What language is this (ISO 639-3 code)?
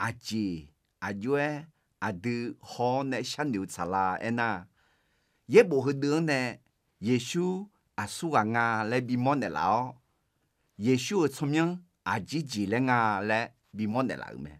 ahk